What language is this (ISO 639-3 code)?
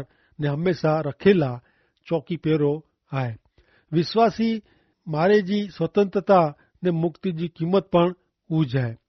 kfr